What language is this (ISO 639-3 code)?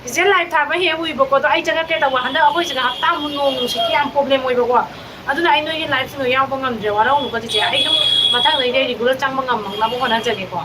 mni